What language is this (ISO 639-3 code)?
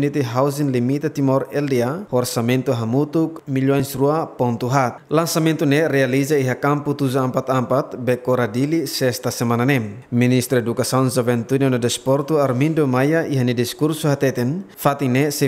tet